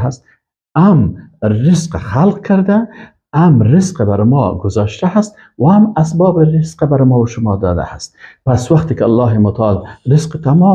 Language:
Persian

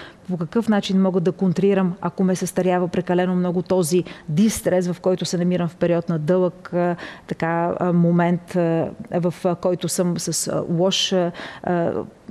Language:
Bulgarian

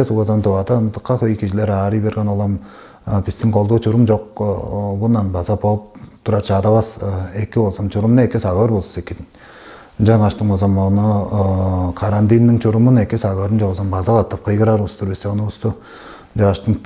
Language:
Tuvinian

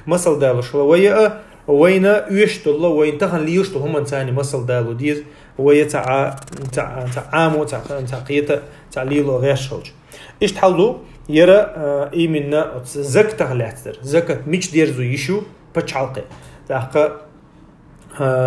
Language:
Chechen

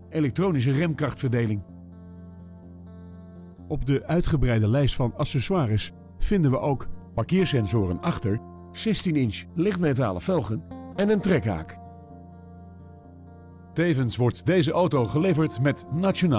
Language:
Dutch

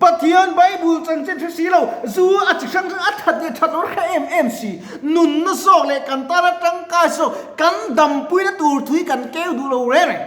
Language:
Mizo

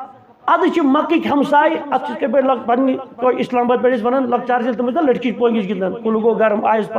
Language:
Kashmiri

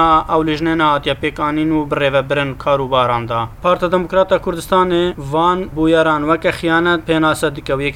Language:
Kurdish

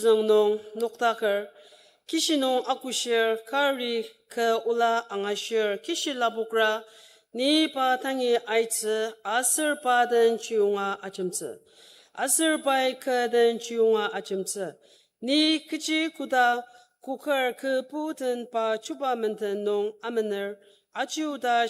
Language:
Ao Naga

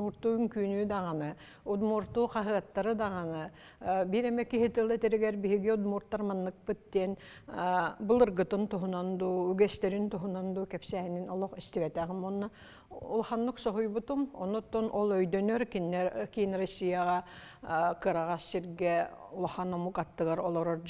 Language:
Yakut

